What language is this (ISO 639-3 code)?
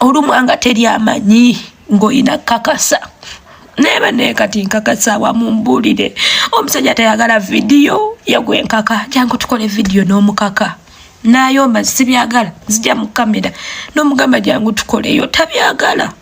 lug